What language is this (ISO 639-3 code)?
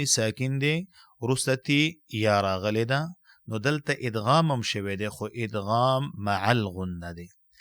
pus